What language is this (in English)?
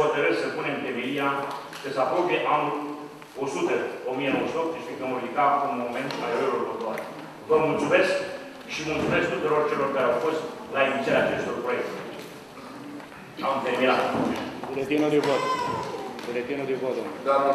Romanian